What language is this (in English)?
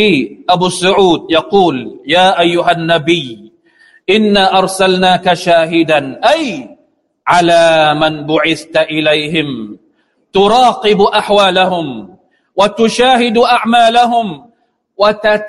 Thai